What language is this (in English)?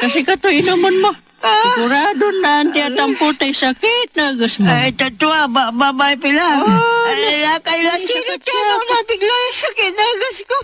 Pangasinan